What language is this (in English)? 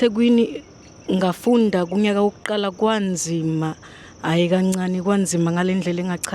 Zulu